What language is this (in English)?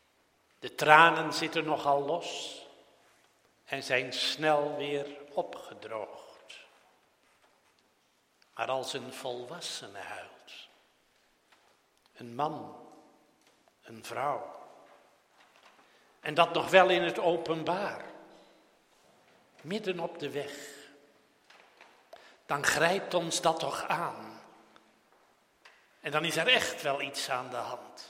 Dutch